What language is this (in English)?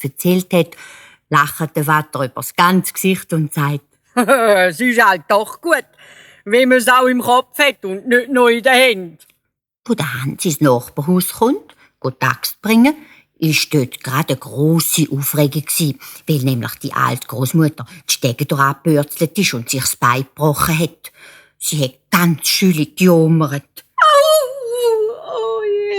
Swiss German